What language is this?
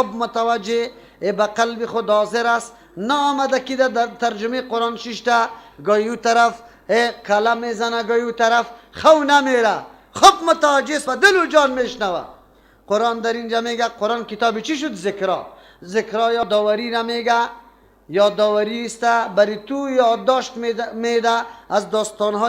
Persian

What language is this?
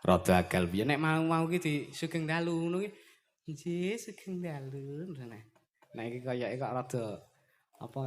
Javanese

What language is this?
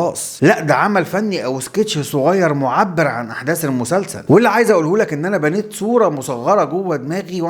Egyptian Arabic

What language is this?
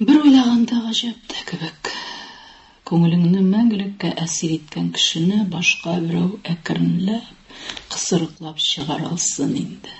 Tatar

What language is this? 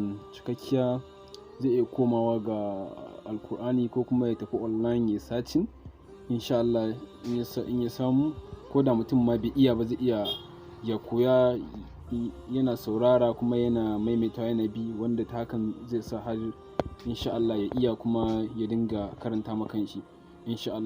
Hausa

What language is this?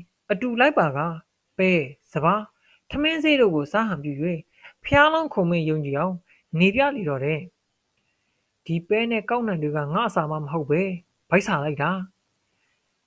Burmese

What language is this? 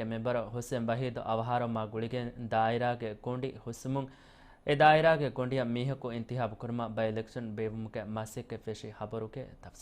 Divehi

